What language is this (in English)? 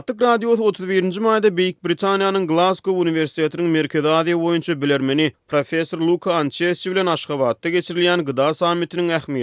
Turkmen